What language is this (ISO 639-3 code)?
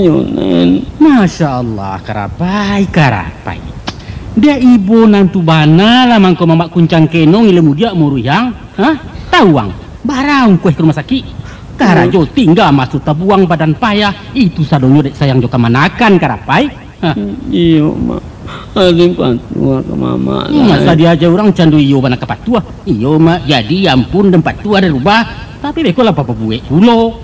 min